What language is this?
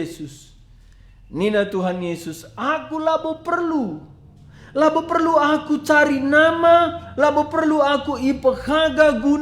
Batak Karo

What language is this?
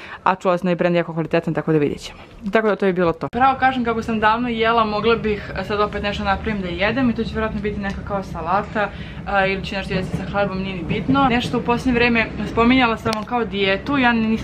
Croatian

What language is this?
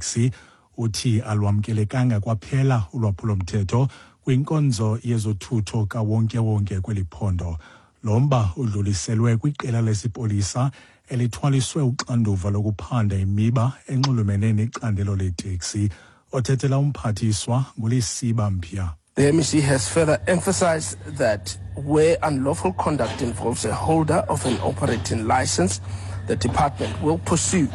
Xhosa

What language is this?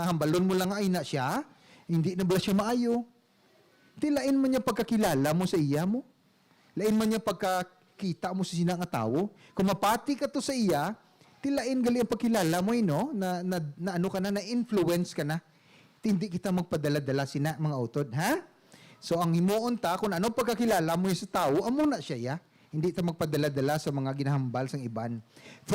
Hiligaynon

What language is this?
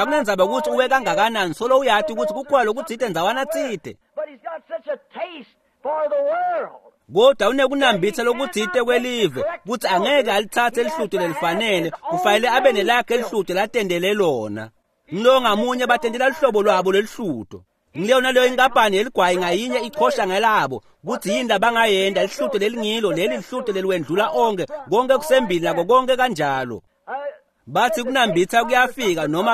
Swati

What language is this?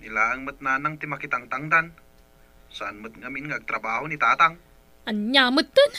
Iloko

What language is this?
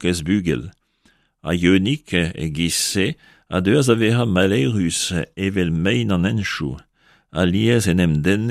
Breton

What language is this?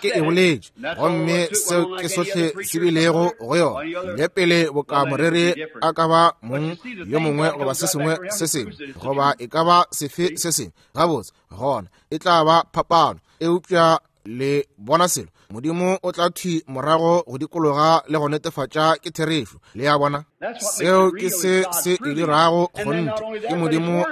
Northern Sotho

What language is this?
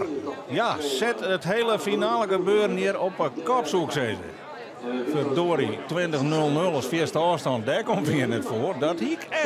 Western Frisian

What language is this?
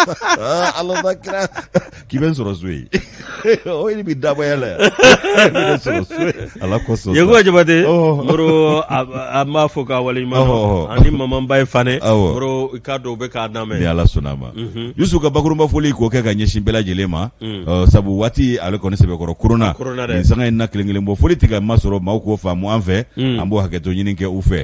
Bambara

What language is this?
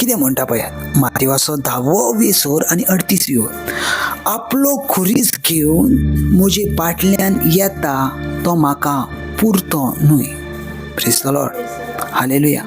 Konkani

